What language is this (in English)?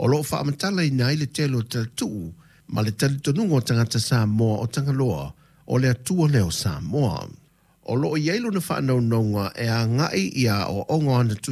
Samoan